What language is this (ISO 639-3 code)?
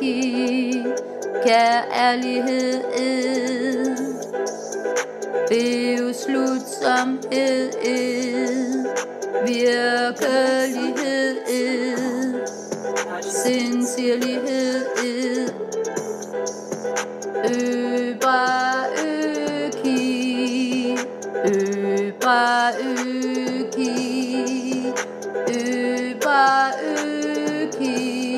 dan